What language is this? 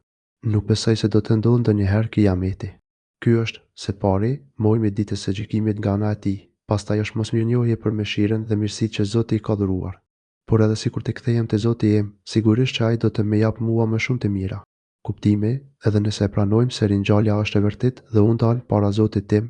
Albanian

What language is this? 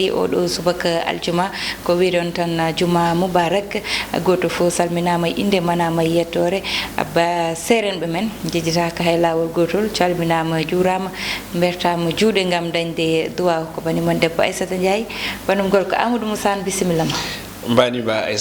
Fula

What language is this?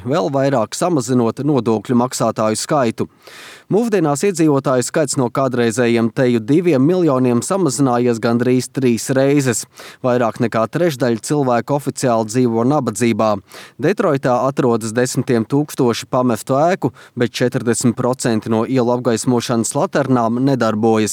Latvian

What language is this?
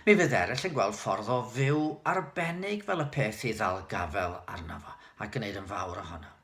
Welsh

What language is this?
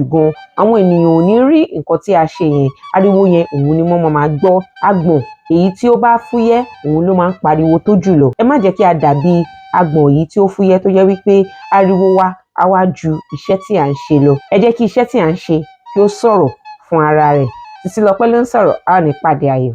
Yoruba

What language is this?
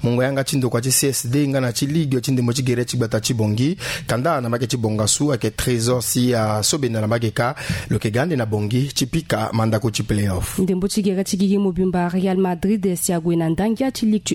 Sango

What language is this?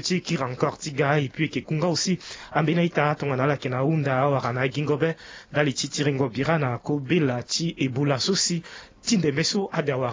Sango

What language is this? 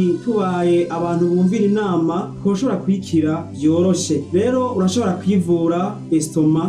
Rundi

